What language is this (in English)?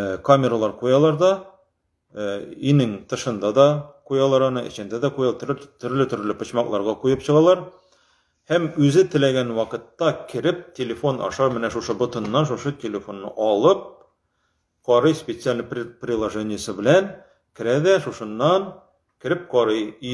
Tatar